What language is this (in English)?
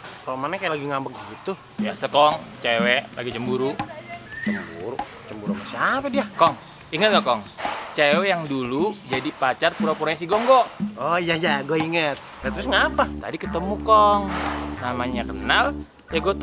Betawi